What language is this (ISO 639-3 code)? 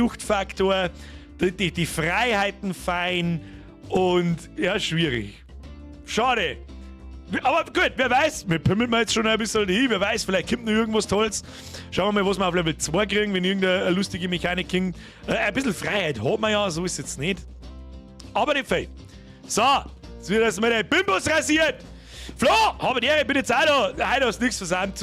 bar